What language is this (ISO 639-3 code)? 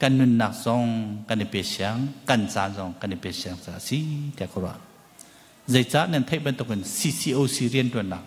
cnh